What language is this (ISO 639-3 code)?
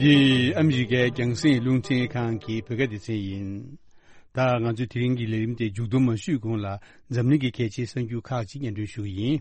bod